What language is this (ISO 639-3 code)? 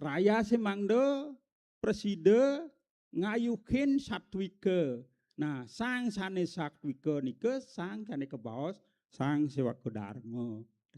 ban